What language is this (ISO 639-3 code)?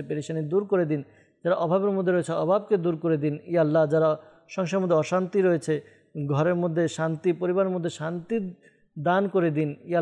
ben